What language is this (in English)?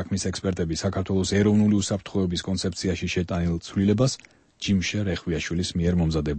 Georgian